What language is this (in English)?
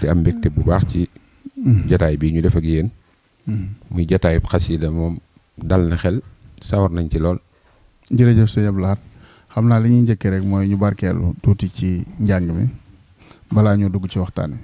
Wolof